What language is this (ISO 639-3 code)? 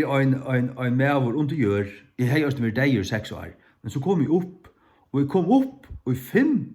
fao